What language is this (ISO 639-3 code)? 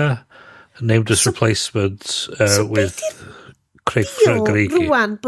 cym